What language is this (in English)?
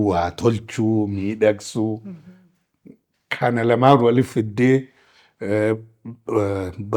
Oromo